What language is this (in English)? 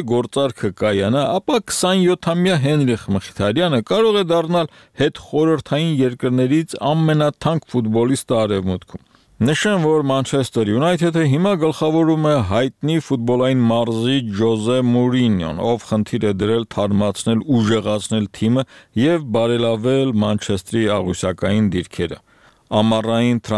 Armenian